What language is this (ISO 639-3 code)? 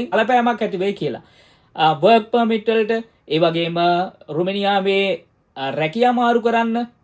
sin